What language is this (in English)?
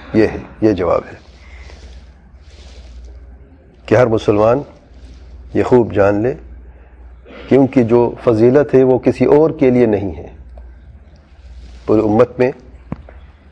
Urdu